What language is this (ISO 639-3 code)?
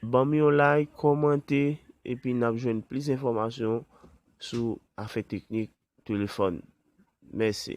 hat